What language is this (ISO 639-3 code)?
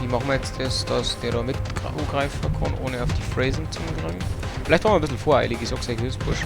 bar